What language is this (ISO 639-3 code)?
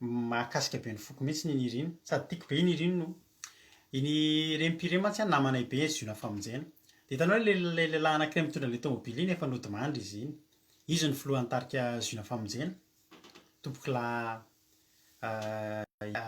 mlg